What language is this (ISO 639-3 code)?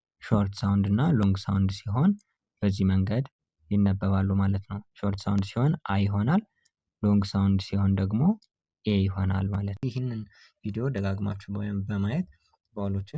amh